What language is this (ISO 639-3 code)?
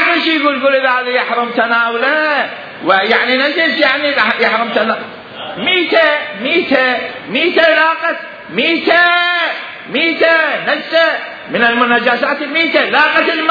acm